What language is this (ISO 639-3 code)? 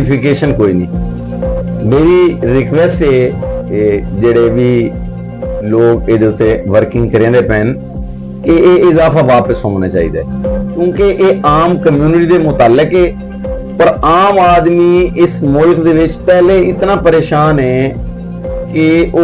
skr